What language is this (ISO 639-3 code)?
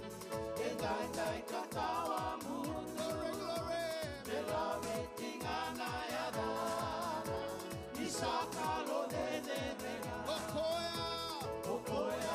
fij